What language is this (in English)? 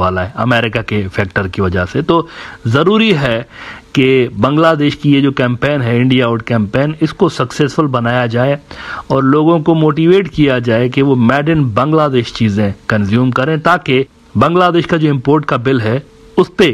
Hindi